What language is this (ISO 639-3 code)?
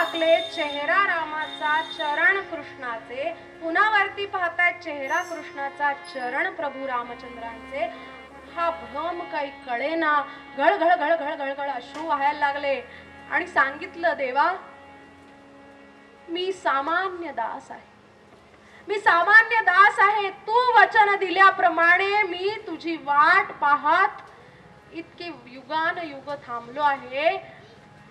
mar